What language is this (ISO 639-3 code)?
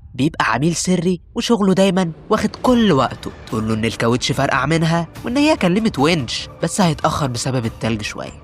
arz